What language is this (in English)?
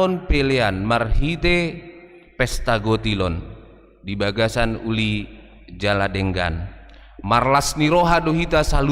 Batak Toba